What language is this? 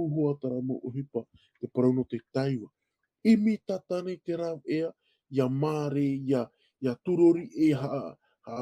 Tahitian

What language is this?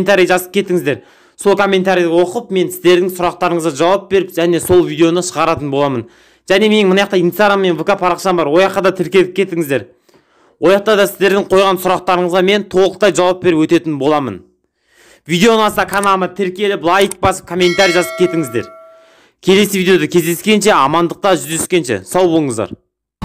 Kazakh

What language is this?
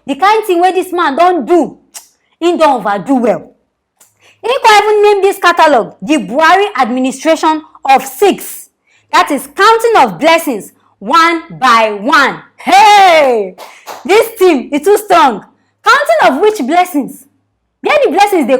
Nigerian Pidgin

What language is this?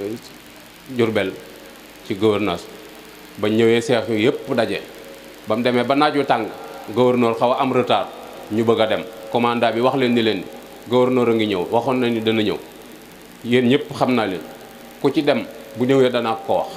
Wolof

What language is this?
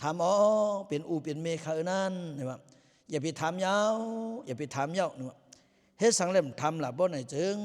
Lao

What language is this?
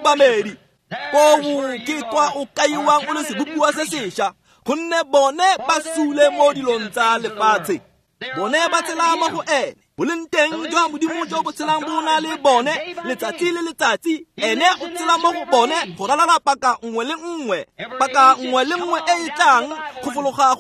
Tswana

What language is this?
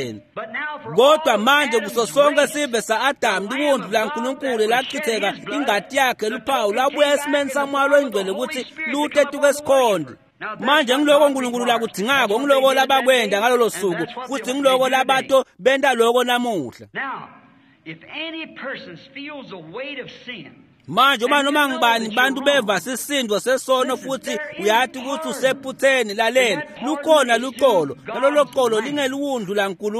Swati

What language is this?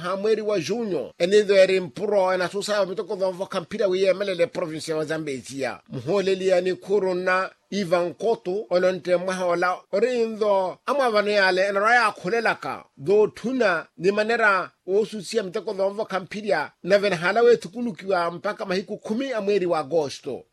Makhuwa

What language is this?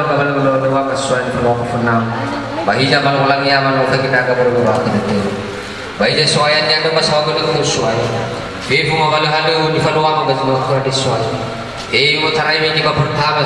Nias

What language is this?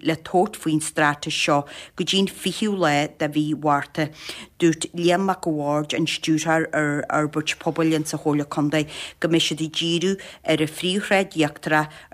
Irish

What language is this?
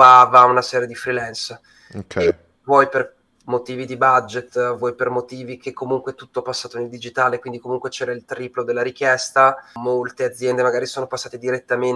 Italian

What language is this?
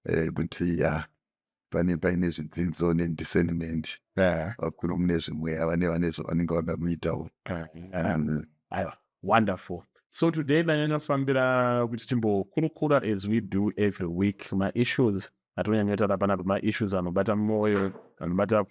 Shona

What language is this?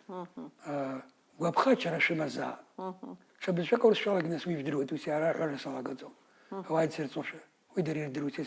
Abkhazian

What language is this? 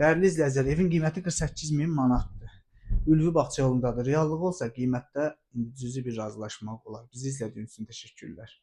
Azerbaijani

